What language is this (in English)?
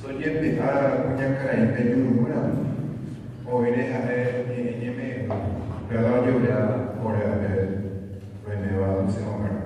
Guarani